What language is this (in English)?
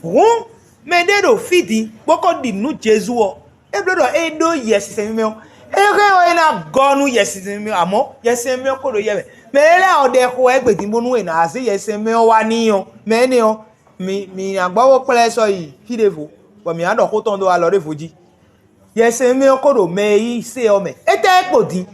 Fon